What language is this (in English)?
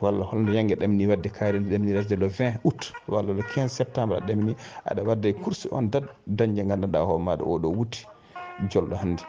Fula